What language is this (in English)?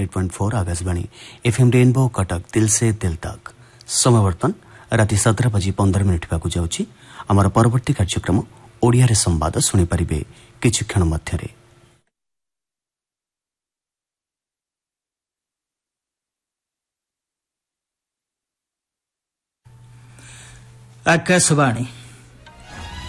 Odia